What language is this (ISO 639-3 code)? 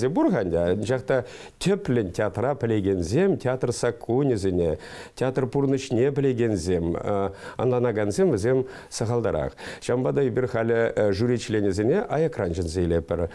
chv